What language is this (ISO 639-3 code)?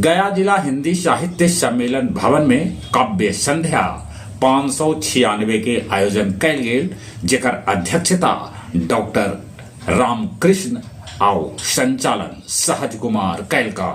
mag